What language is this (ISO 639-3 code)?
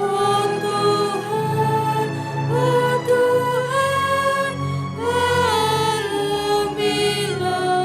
btx